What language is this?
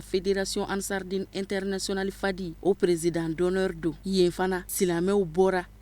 Bambara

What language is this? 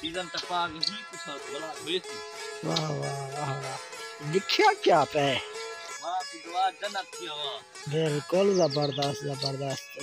Saraiki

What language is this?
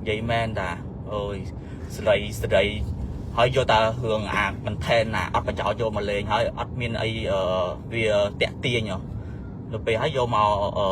Khmer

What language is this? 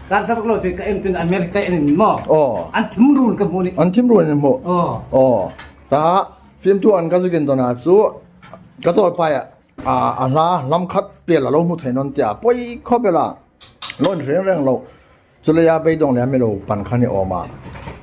Hmar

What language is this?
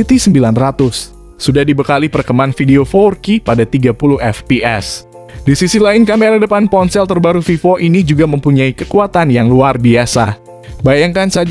Indonesian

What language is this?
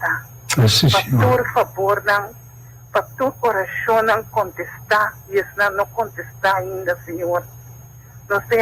Papiamento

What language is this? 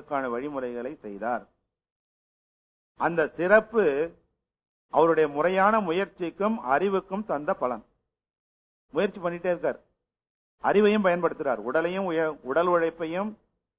Tamil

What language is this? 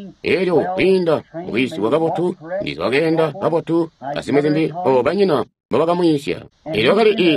Tonga (Zambia)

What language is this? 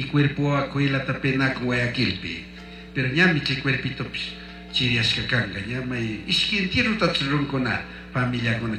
Chimborazo Highland Quichua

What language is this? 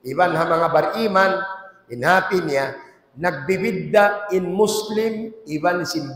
Tausug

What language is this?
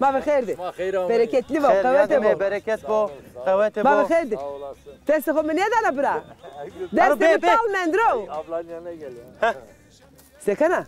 Zaza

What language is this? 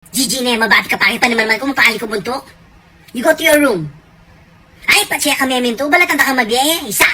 Pampanga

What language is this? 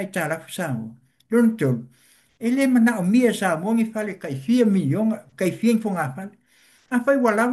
Samoan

